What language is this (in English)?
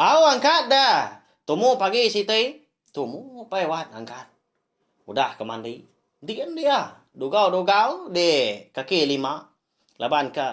Iban